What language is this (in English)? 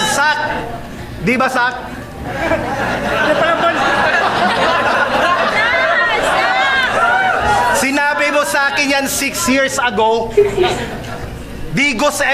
Filipino